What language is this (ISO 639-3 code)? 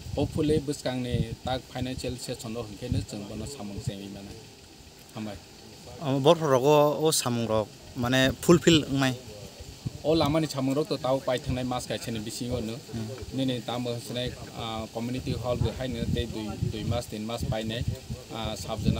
trp